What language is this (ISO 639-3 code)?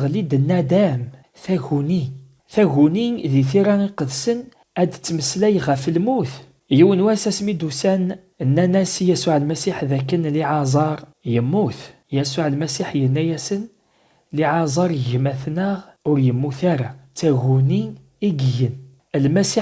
kab